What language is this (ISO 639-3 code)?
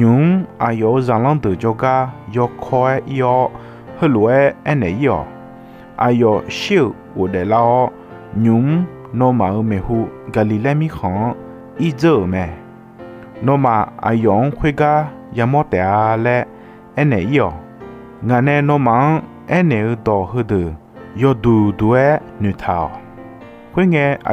ahk